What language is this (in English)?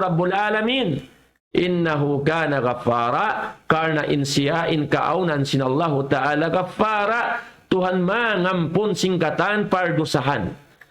Tausug